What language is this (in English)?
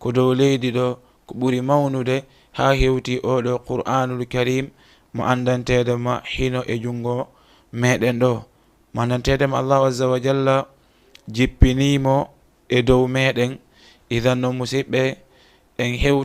Fula